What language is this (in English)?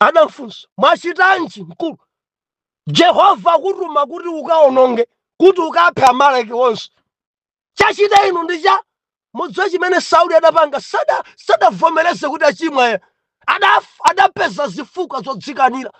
Nyanja